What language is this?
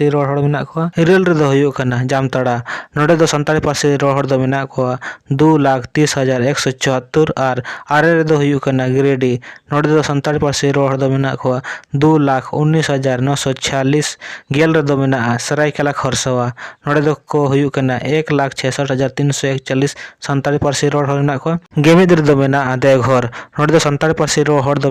Santali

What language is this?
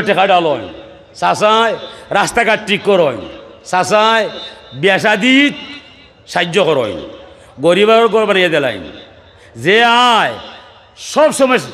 Sylheti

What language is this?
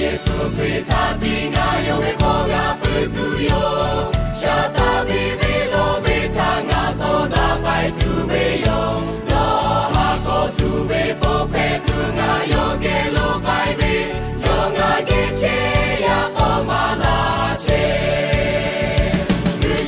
Lahu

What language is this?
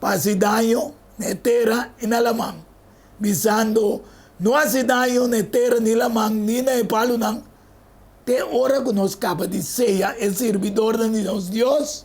Papiamento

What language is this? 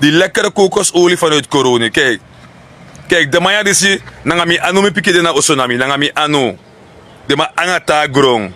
Sranan Tongo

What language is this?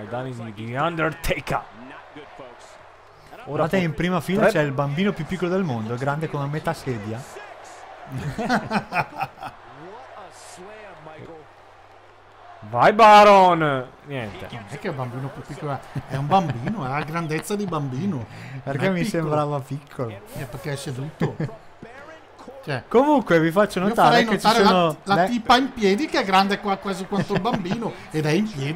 Italian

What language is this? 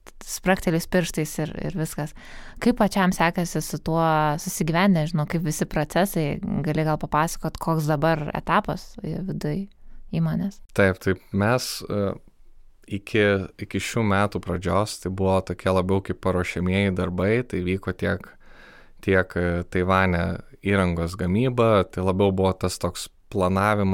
Lithuanian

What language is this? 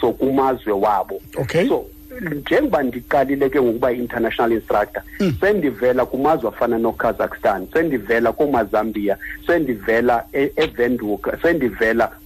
Xhosa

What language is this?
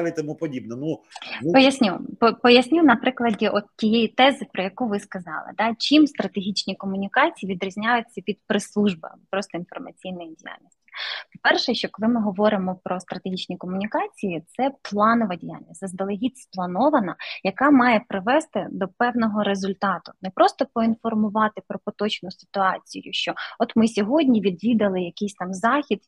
Ukrainian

